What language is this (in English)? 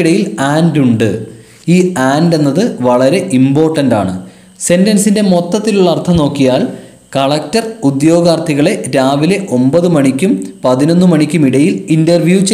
Malayalam